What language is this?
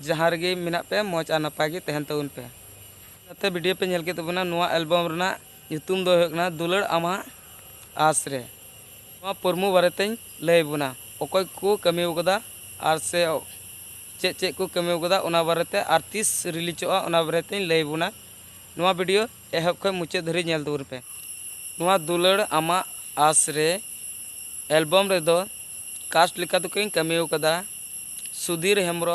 Santali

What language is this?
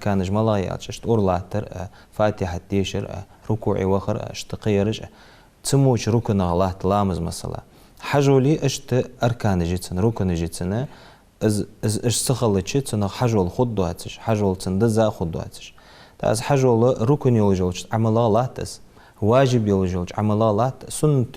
Ingush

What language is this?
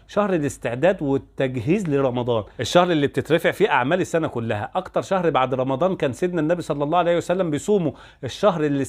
Egyptian Arabic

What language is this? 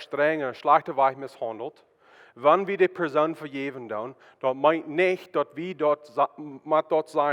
Plautdietsch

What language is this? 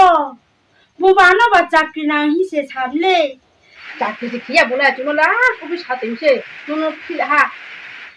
Riang (India)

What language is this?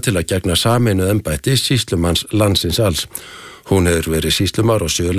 Icelandic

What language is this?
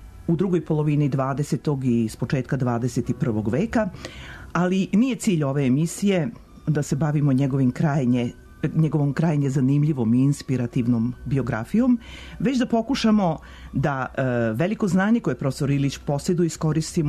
Serbian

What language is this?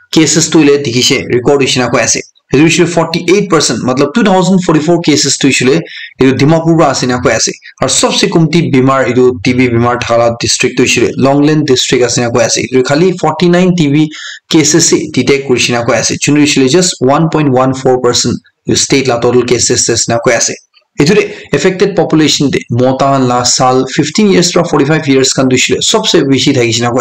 Naga Pidgin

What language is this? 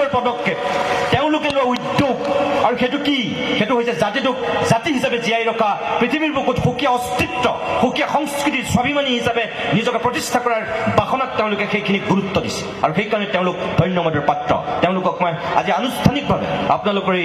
Assamese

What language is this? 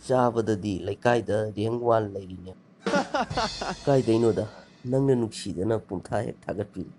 Manipuri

